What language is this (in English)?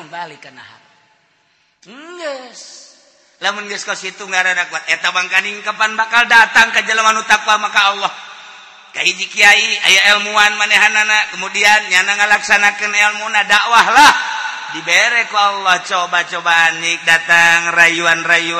Sundanese